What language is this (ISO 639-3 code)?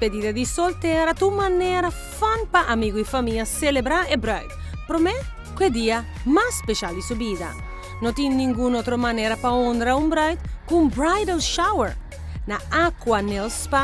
pap